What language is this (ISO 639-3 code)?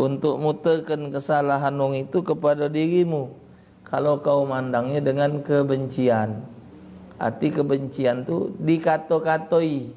mui